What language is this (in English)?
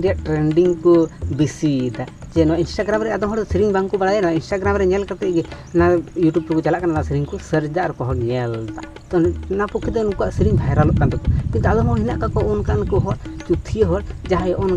Santali